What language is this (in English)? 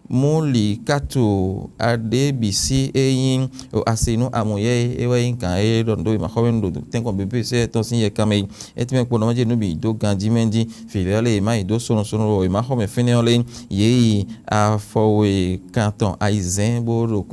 Fon